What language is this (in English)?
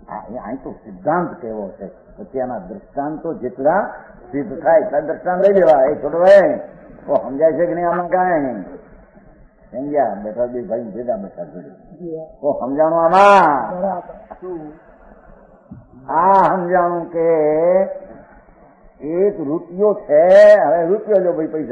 Gujarati